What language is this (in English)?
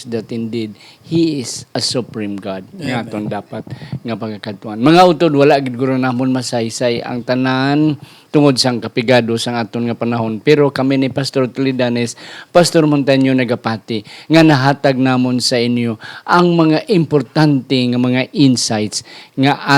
Hiligaynon